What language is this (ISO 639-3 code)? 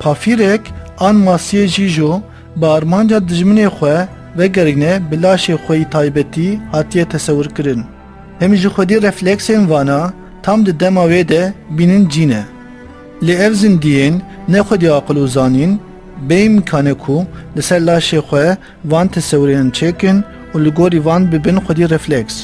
kur